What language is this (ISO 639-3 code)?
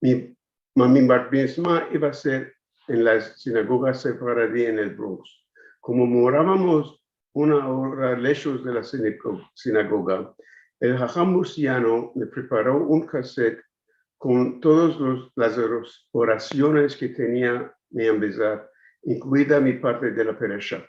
lad